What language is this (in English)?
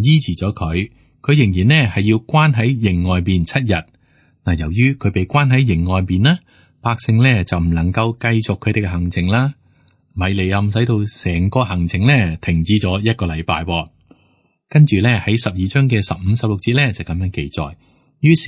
Cantonese